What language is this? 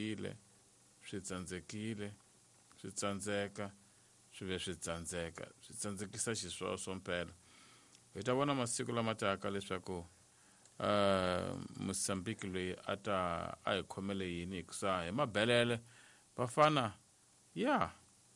Tsonga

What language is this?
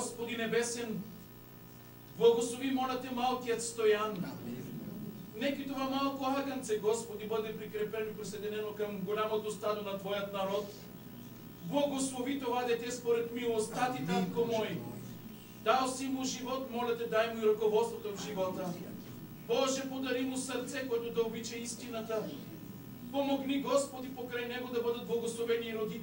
Bulgarian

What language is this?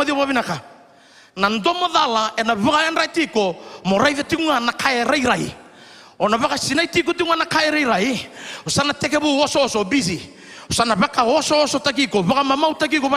Fijian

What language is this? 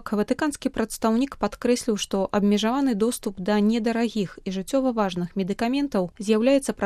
Belarusian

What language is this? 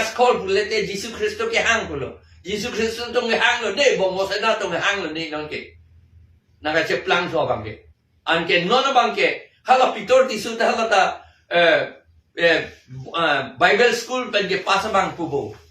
Karbi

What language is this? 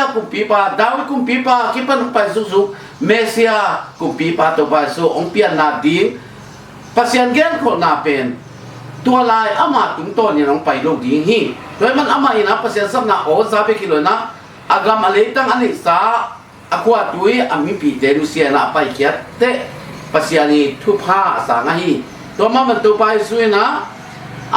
Tedim Chin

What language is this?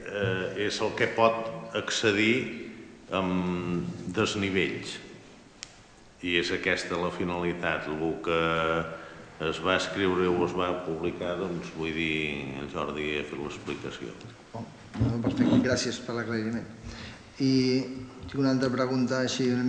Catalan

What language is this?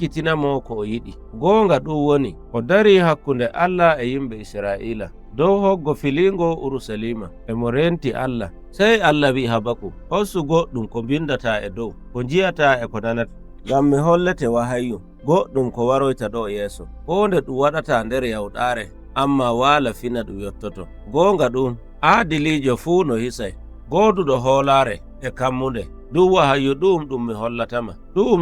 Nigerian Fulfulde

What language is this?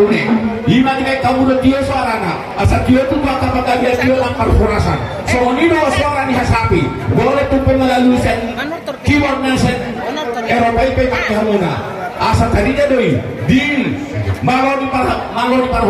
Batak Toba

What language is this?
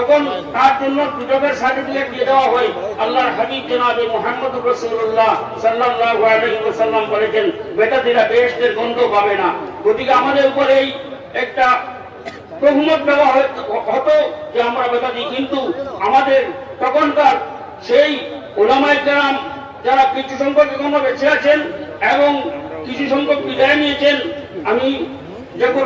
Sylheti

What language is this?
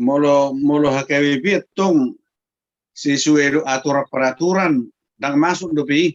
Batak Toba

